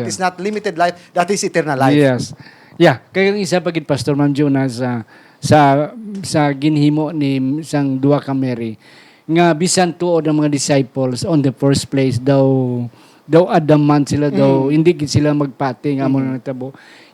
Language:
Hiligaynon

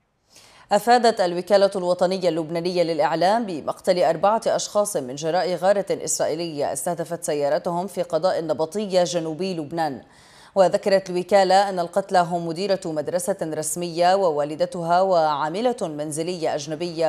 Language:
Arabic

